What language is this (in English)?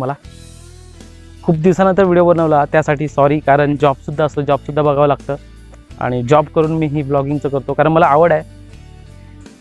Marathi